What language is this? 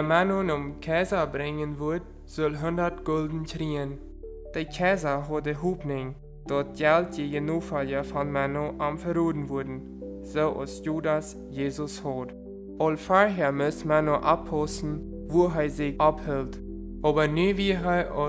Plautdietsch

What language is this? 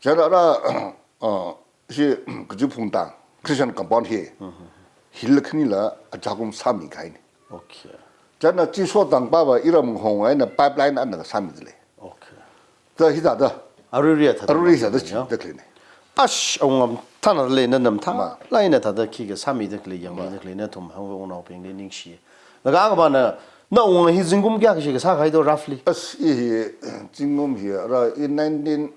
Tangkhul Naga (India)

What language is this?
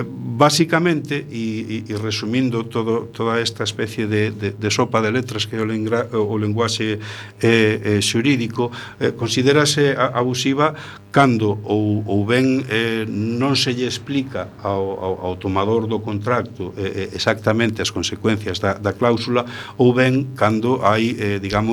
Galician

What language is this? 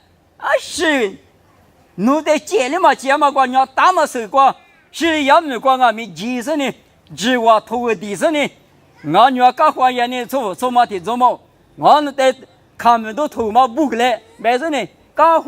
Lisu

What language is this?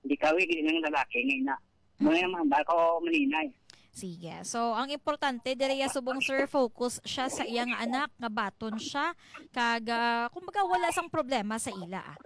Hiligaynon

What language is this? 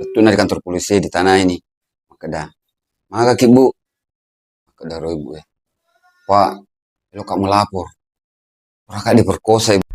Buginese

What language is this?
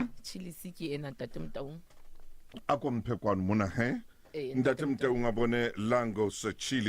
Southern Sotho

